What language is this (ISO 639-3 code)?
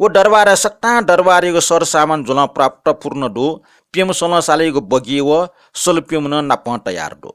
new